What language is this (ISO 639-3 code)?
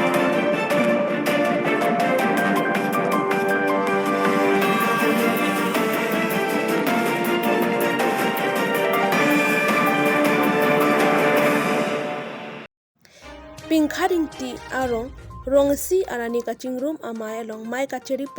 mjw